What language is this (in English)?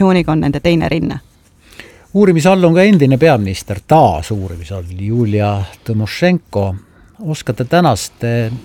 Estonian